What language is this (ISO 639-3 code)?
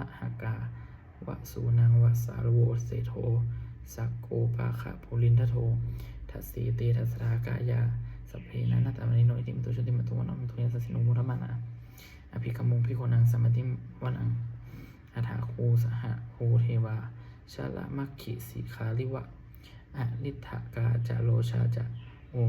pli